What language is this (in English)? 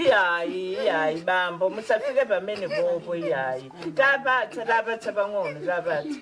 Nyanja